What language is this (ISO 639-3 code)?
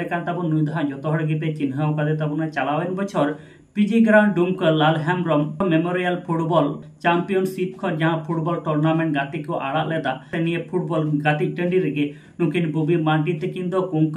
sat